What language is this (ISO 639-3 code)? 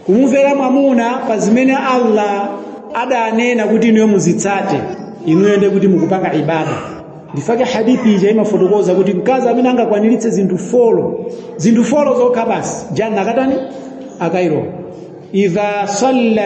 nya